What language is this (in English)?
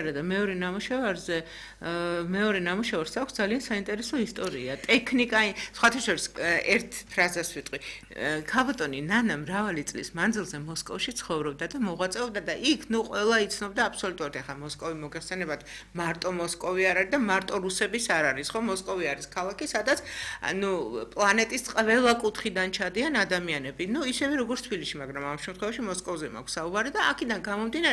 Georgian